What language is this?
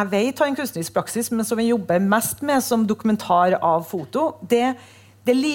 Norwegian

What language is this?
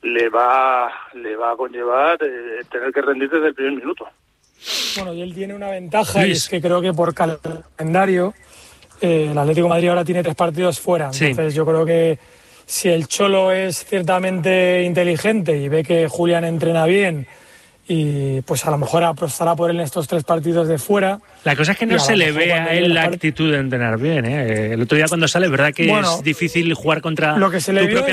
Spanish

